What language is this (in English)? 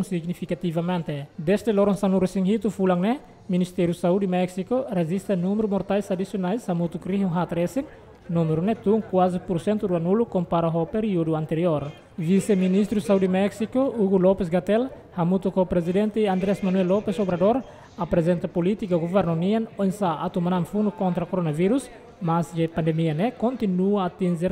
Tetum